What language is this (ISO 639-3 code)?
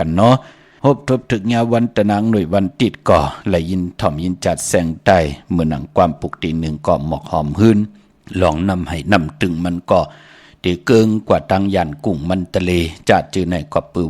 shn